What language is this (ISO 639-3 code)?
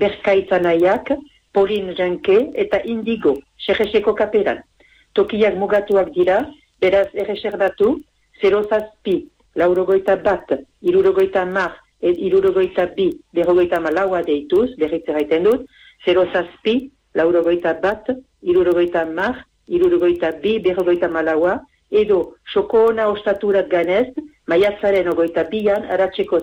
eus